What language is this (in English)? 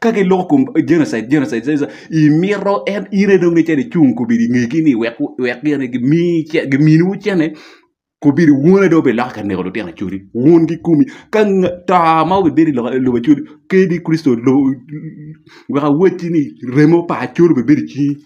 Acoli